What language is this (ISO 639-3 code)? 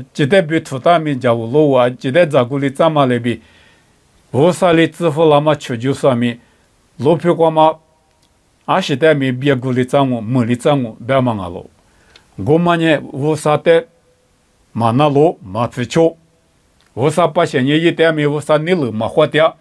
lis